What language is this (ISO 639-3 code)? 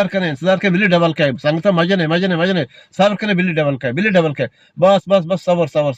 bgp